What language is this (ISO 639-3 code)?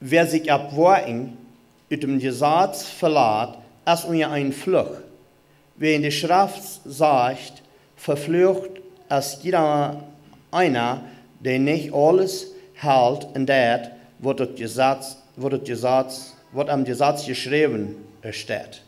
pdt